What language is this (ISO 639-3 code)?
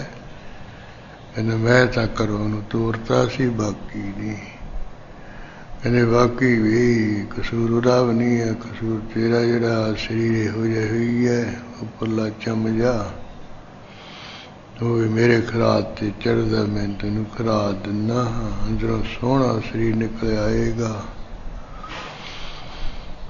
pan